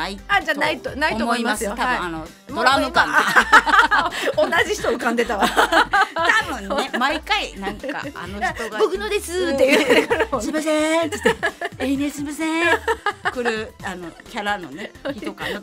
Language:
Japanese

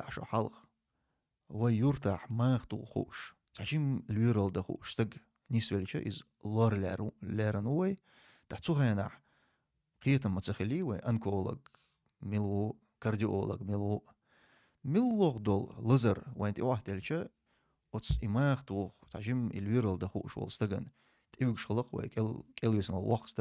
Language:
Chechen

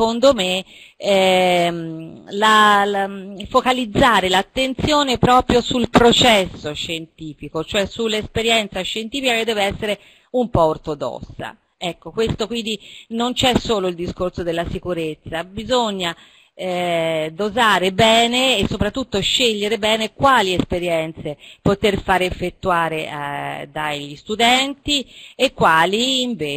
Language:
Italian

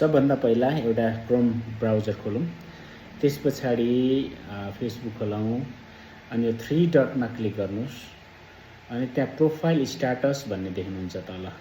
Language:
Nepali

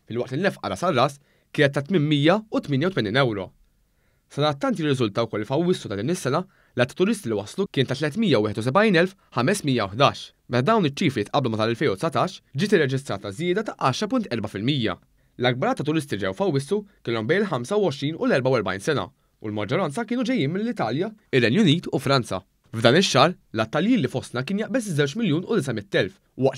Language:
Maltese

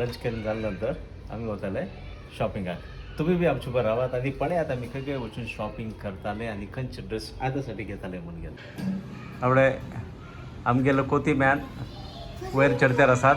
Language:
Konkani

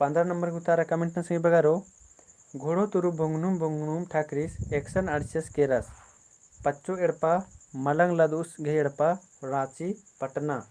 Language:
Kurukh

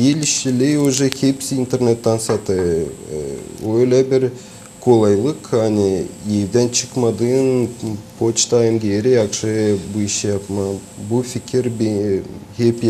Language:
Gagauz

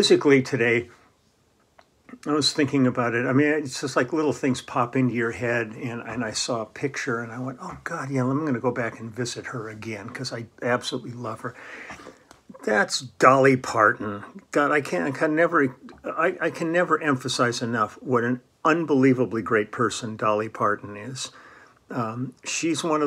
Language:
English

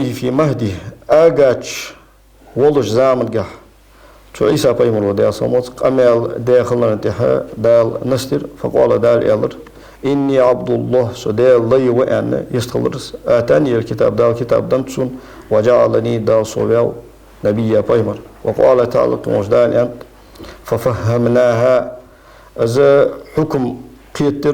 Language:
Ingush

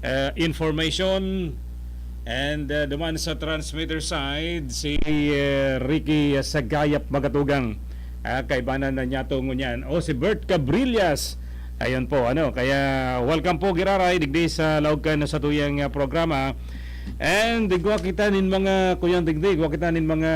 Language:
Bikol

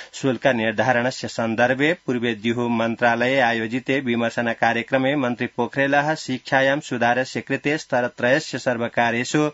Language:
Sanskrit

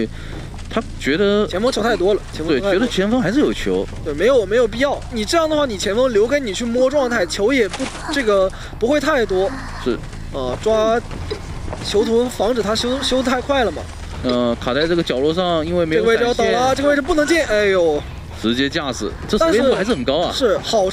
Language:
Chinese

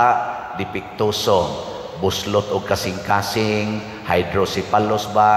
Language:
Cebuano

